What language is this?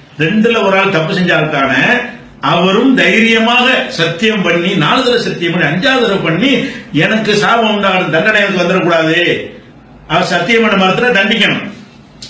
Tamil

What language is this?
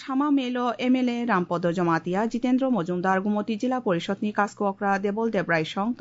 Kok Borok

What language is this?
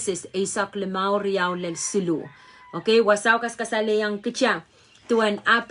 Pohnpeian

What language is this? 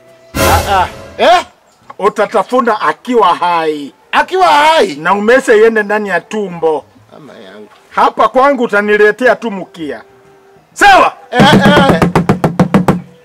Swahili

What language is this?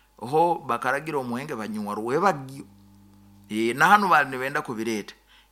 Nyoro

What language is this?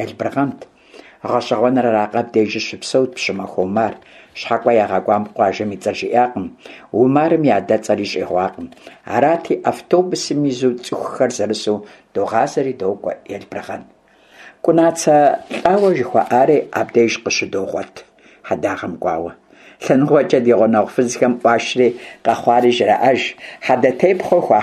Kabardian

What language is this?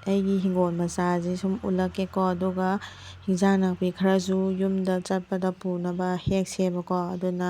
Manipuri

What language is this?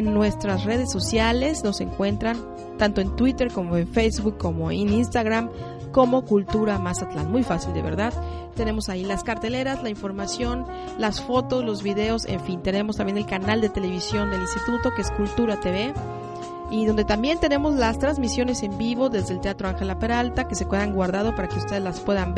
Spanish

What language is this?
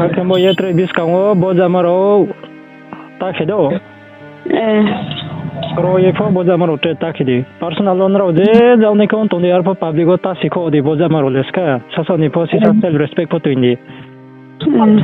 Riang (India)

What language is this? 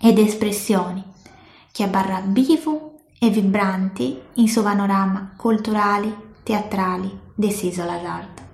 Sardinian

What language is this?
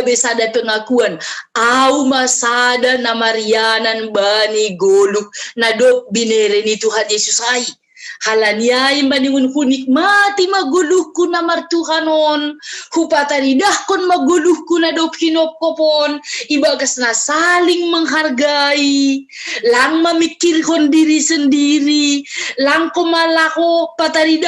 Batak Simalungun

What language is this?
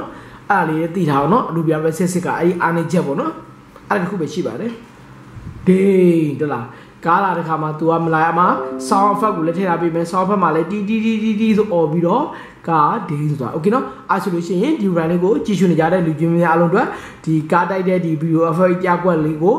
Burmese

